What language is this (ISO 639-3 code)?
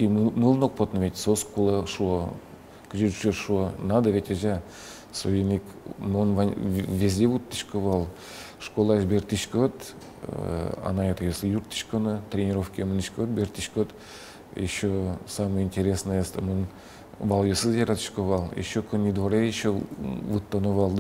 udm